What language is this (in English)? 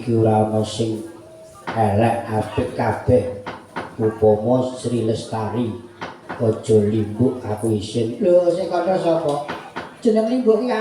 Javanese